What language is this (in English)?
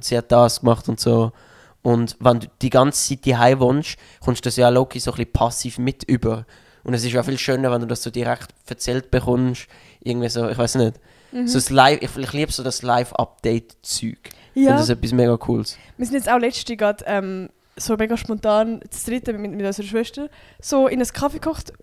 Swiss German